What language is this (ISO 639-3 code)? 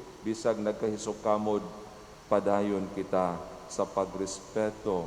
ceb